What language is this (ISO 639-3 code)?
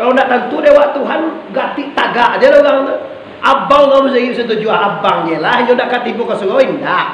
min